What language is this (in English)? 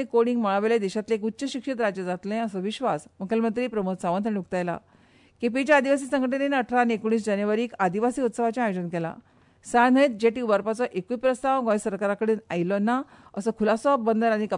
Konkani